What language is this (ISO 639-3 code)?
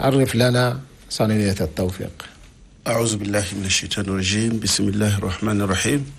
shu